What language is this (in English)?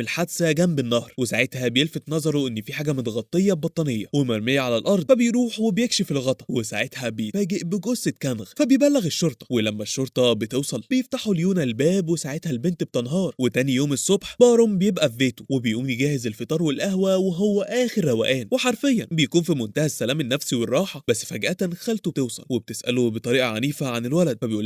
Egyptian Arabic